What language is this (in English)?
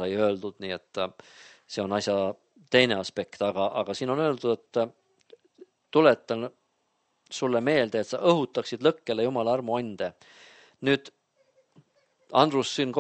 Estonian